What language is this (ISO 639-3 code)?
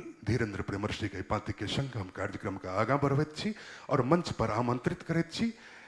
mai